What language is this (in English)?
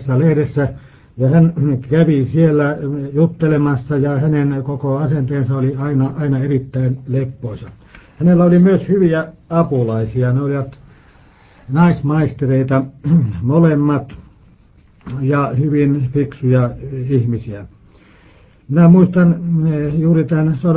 Finnish